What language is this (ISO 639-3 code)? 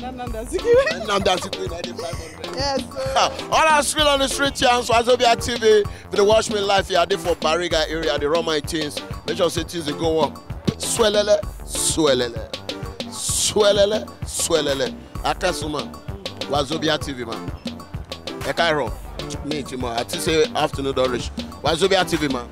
pcm